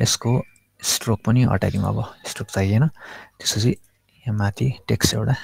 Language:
Nepali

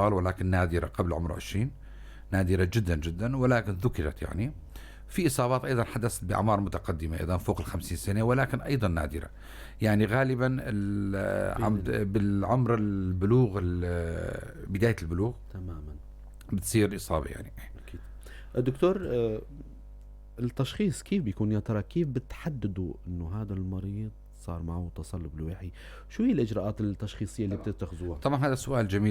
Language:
North Levantine Arabic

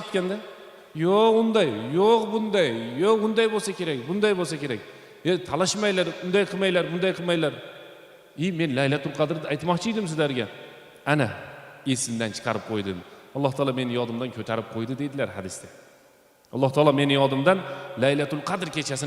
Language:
Uzbek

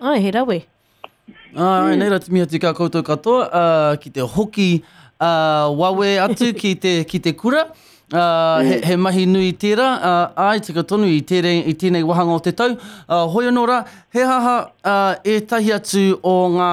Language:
Māori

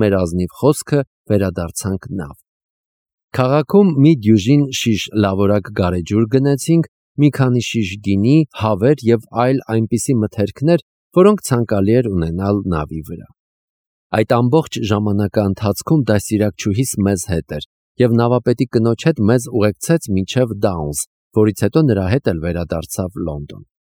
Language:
Armenian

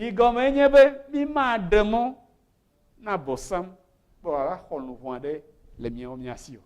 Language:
Ewe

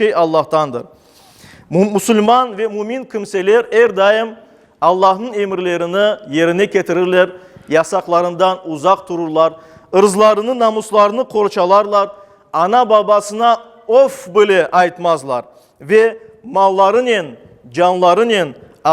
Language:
Crimean Tatar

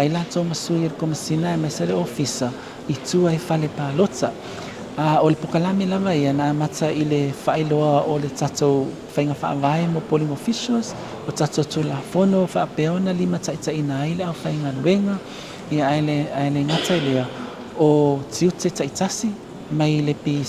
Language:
Samoan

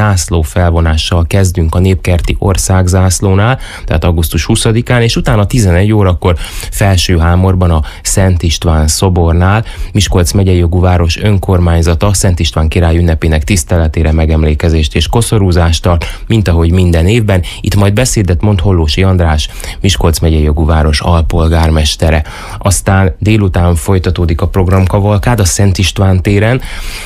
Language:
Hungarian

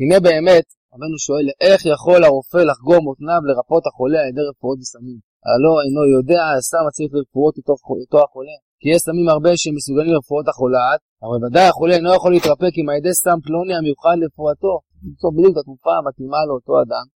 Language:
Hebrew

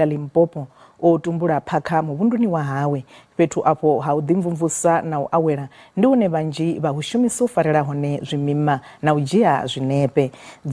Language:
Venda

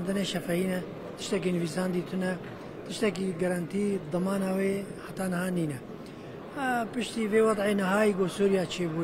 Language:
Kurdish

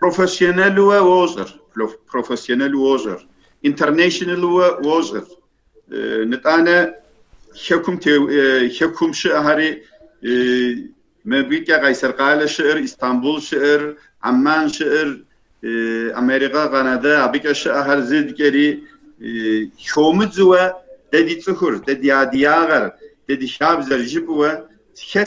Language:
Kabardian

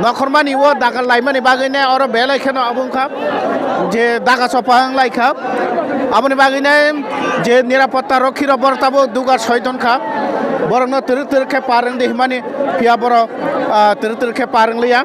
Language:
Kok Borok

